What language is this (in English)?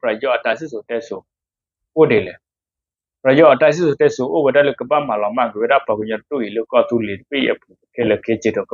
S'gaw Karen